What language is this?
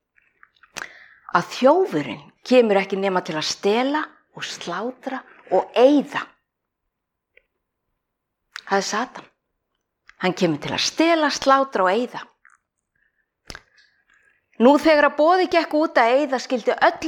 Icelandic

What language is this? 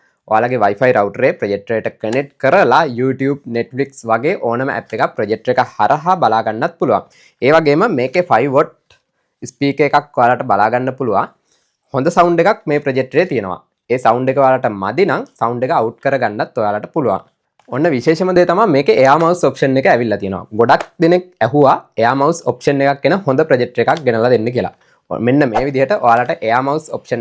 Sinhala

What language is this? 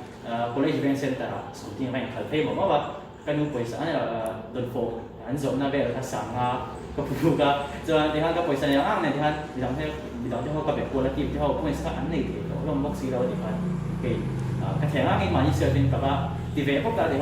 Mizo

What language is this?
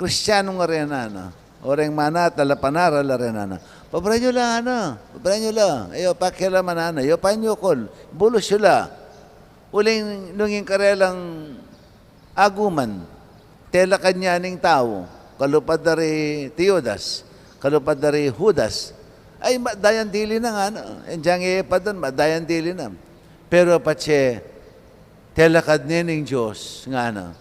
Pampanga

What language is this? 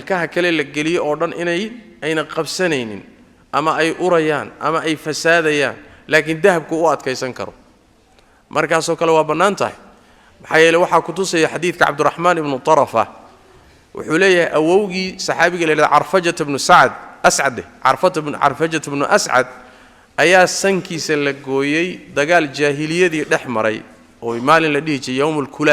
Somali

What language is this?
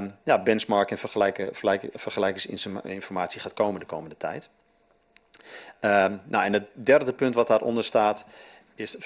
Dutch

